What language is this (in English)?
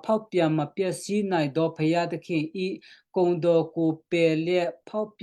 Western Kayah